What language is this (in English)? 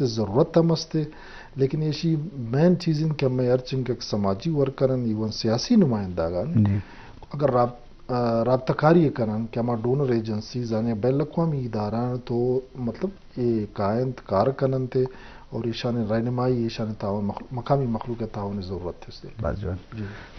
Eastern Balochi